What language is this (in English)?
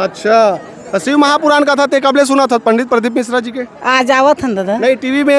Chhattisgarhi